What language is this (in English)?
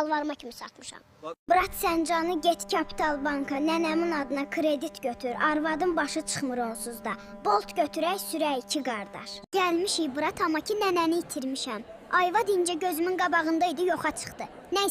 Azerbaijani